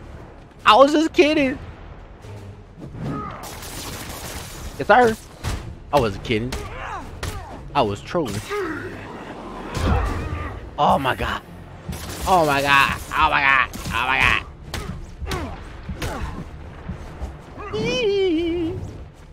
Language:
English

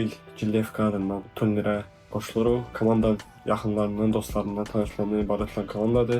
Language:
Azerbaijani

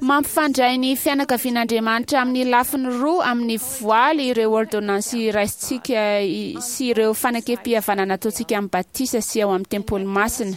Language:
Malagasy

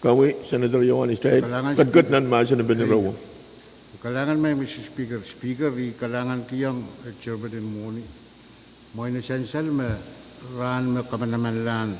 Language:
Pohnpeian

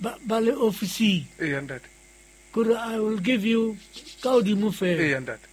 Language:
Southern Sotho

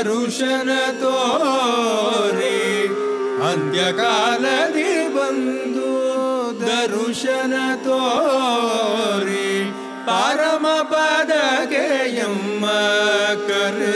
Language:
Kannada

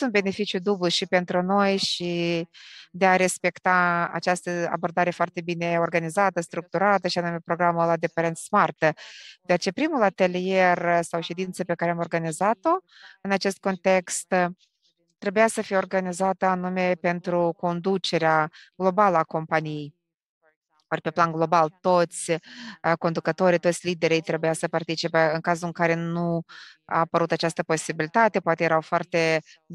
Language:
Romanian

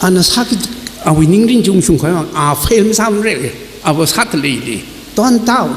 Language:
Tangkhul Naga (India)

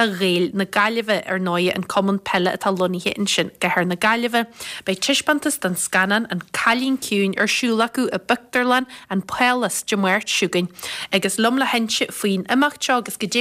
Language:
Irish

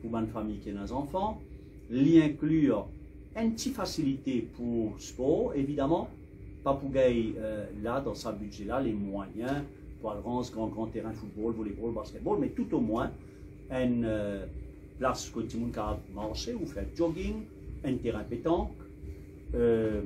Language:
Morisyen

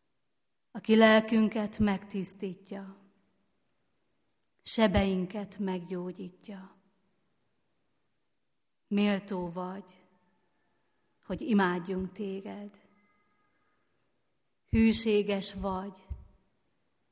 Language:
Hungarian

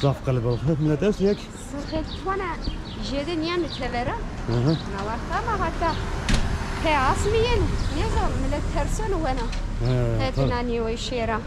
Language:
Zaza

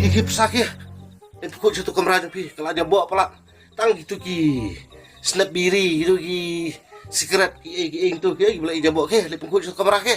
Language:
Khasi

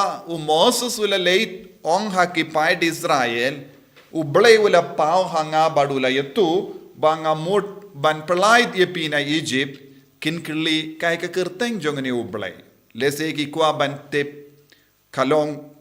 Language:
Khasi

